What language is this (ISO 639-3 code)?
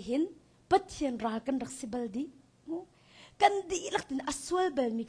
cnh